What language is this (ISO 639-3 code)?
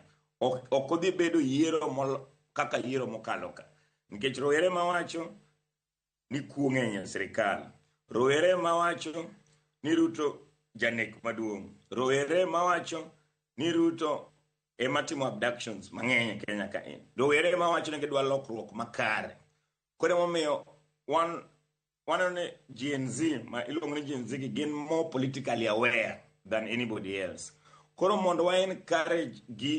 luo